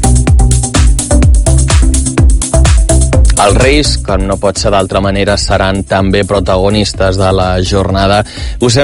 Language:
Catalan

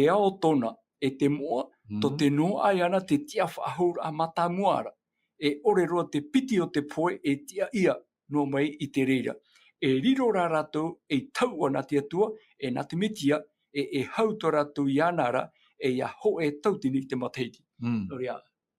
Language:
Tahitian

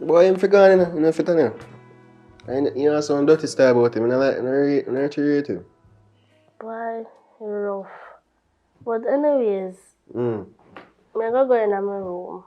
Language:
Jamaican Creole English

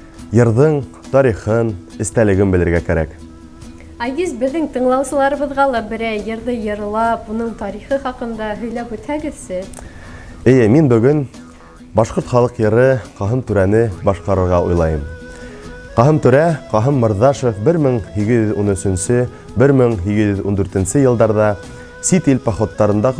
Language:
Bashkir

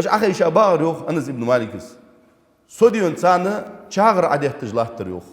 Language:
Ingush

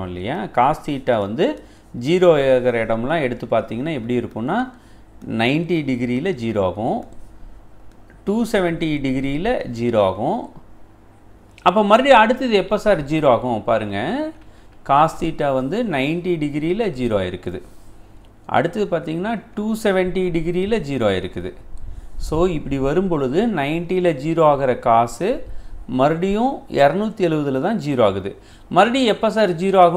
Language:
Tamil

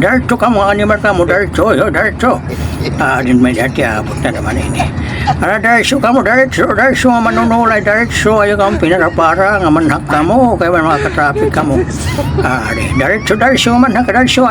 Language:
Waray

